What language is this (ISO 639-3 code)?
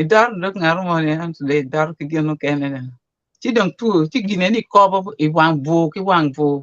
ach